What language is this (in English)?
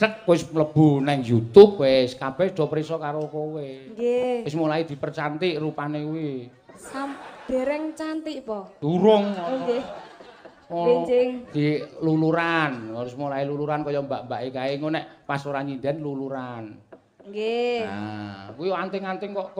Javanese